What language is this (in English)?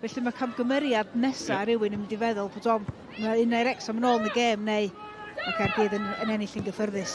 Welsh